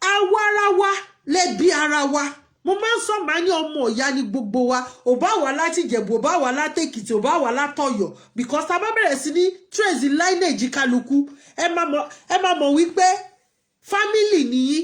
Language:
Yoruba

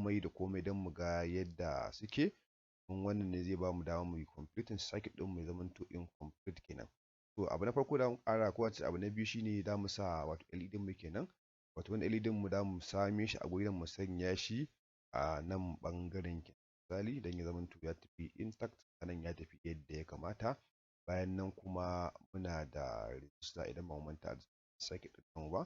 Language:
Hausa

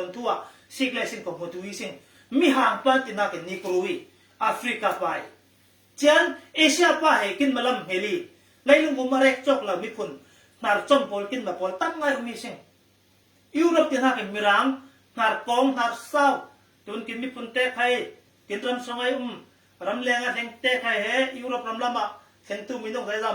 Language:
Falam Chin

